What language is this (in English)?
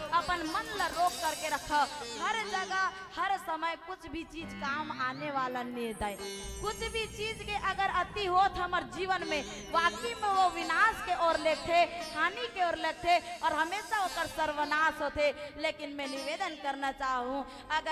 Chhattisgarhi